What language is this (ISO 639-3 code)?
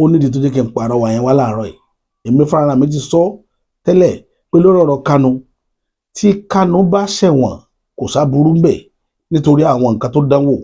yor